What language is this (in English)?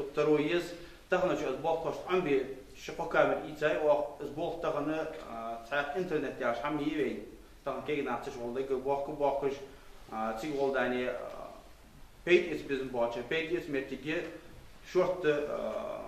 Ingush